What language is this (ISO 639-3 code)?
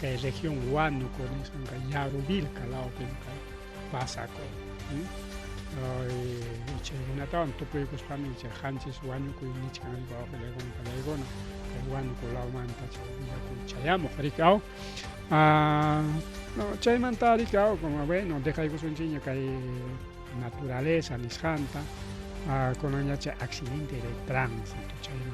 quy